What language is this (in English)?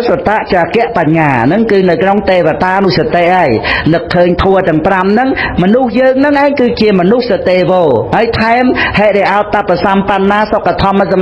Khmer